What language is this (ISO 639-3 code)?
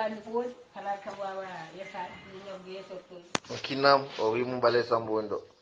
ful